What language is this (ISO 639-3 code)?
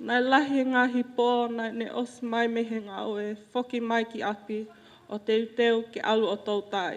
ton